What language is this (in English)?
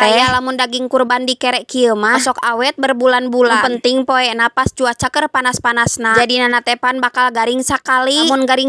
Sundanese